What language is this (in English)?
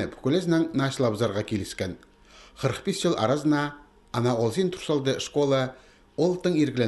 Khakas